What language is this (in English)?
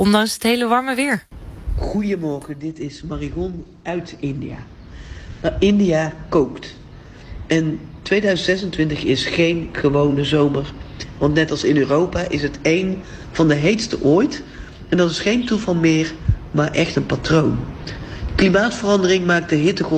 Dutch